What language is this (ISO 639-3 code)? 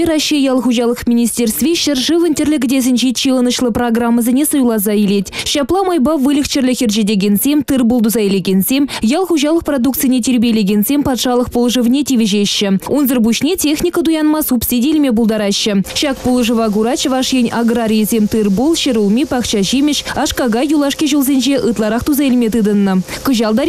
chv